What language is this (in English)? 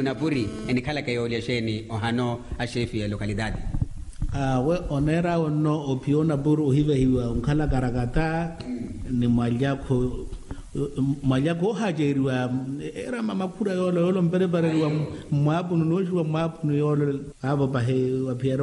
Makhuwa